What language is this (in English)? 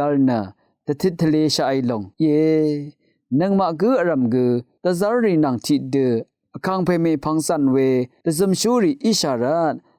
Rawang